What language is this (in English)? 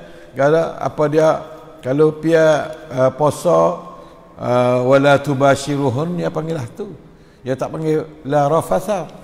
Malay